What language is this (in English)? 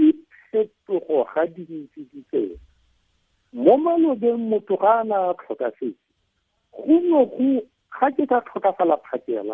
Tswana